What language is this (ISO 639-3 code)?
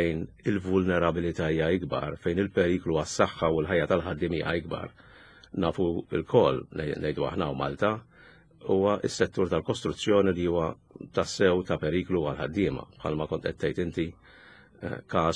mlt